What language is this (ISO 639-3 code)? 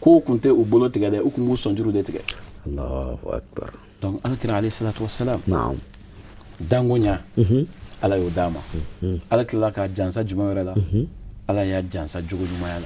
bam